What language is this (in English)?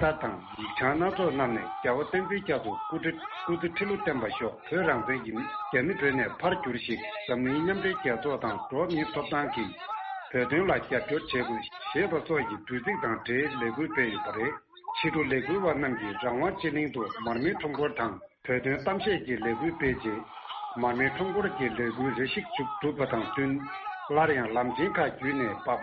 Tibetan